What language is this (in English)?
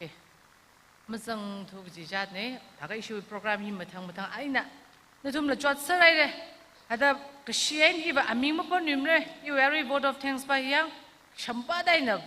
Tangkhul Naga (India)